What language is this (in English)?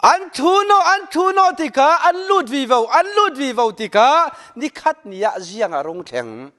Falam Chin